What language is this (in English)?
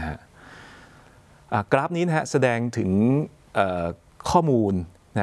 Thai